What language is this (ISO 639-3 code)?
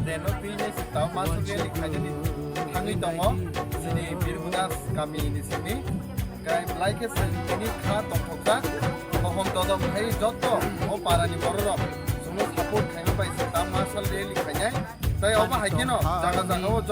trp